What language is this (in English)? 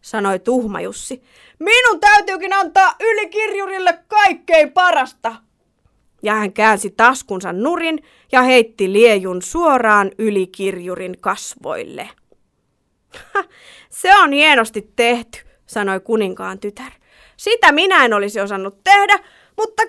Finnish